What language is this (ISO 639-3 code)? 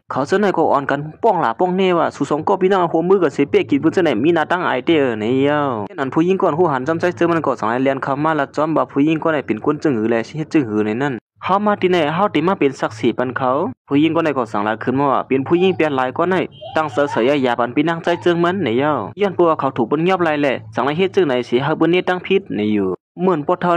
shn